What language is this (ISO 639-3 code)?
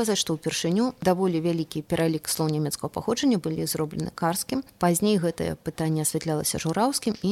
bel